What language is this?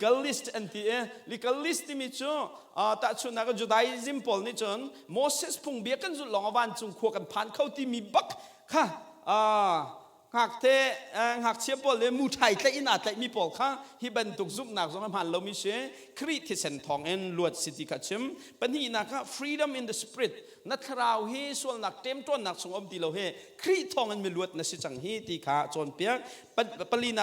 Hakha Chin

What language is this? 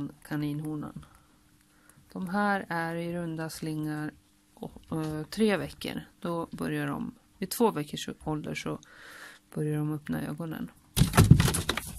Swedish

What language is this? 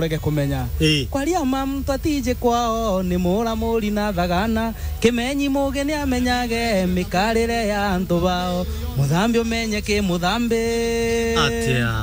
Meru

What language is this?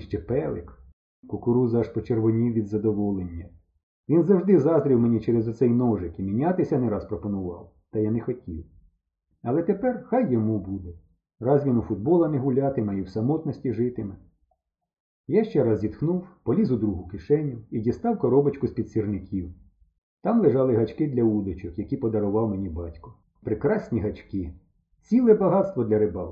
Ukrainian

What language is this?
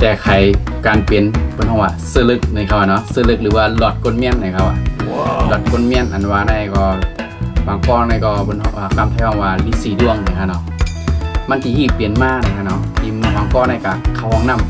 Shan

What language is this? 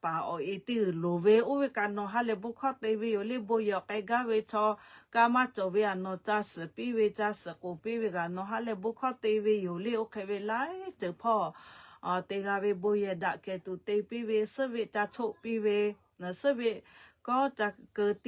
Lahu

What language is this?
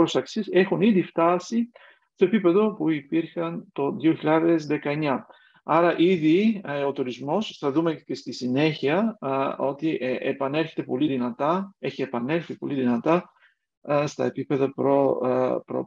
Greek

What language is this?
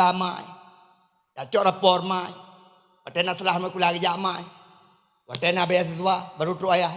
Achinese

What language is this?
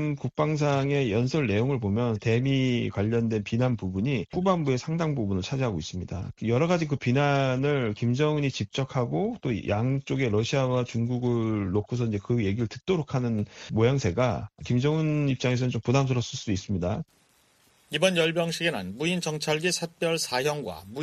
Korean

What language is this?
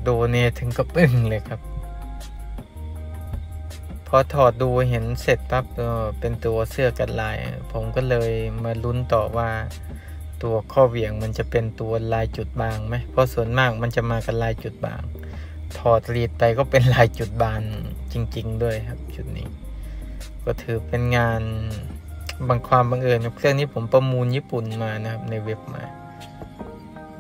Thai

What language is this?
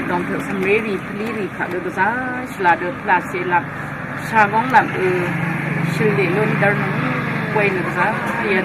Rawang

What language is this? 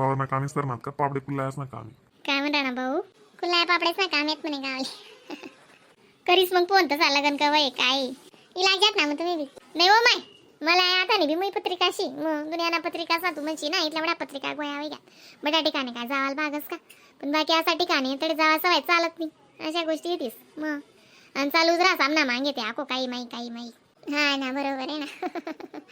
Khandesi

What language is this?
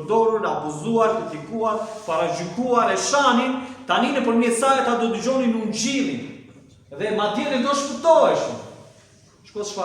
Albanian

